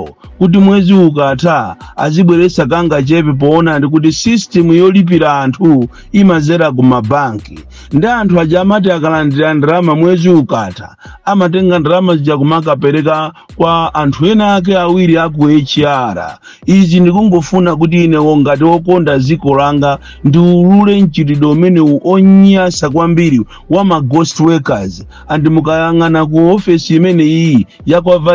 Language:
Nyanja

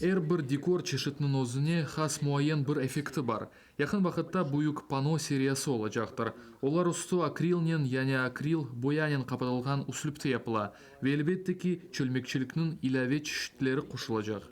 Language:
Crimean Tatar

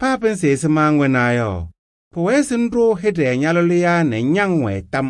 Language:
Kabiyè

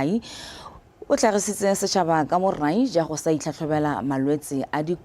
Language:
Tswana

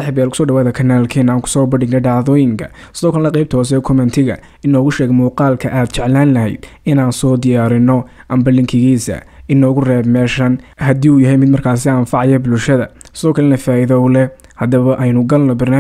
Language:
Somali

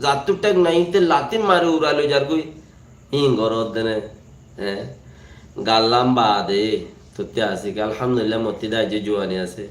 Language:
Rohingya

